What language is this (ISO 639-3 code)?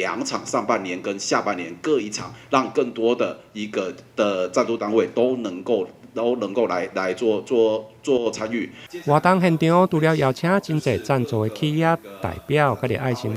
nan